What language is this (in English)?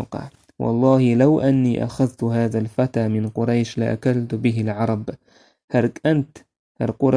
Chechen